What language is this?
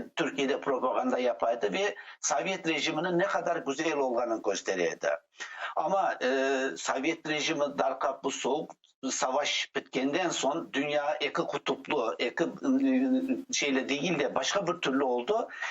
Crimean Tatar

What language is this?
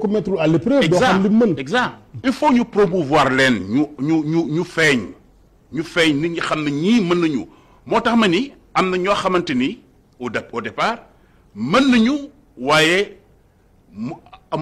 Wolof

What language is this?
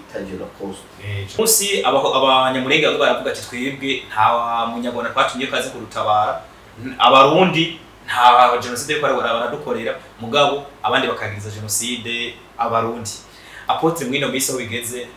Rundi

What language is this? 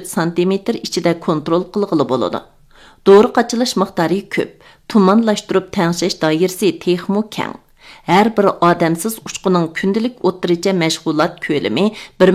Uyghur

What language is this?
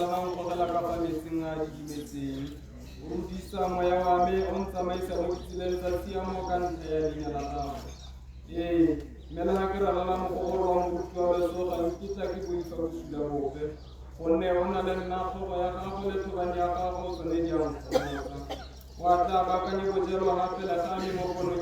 Tswana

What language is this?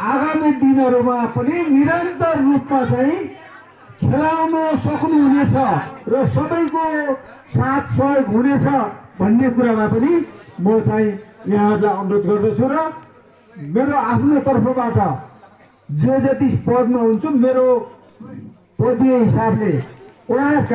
Nepali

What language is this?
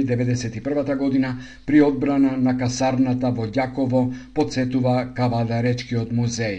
Macedonian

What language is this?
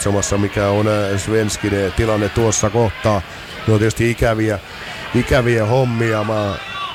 Finnish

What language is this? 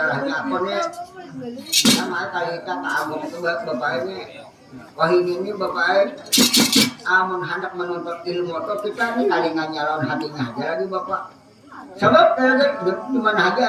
Banjar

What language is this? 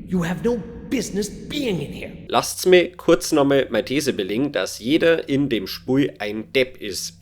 Bavarian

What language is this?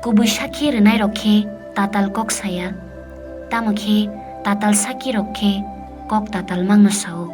Kok Borok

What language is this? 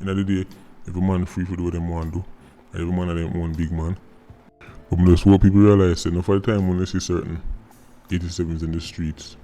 Jamaican Creole English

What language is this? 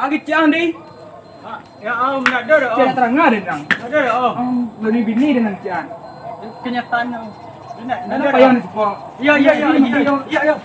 Minangkabau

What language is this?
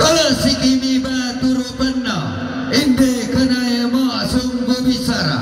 Toraja-Sa'dan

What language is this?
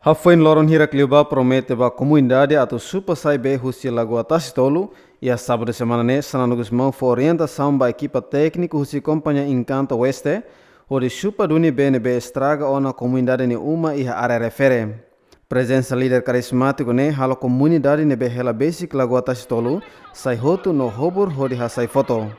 Tetum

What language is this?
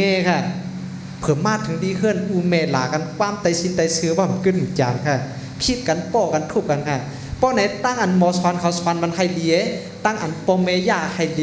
Shan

